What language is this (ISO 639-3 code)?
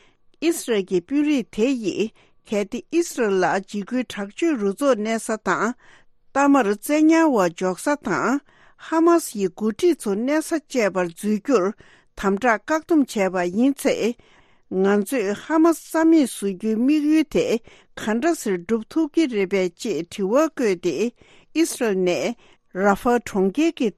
bod